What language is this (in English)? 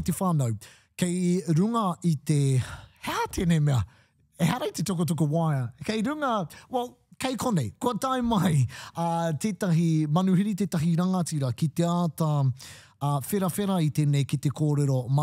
Māori